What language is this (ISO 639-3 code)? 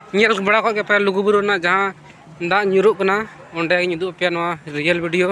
sat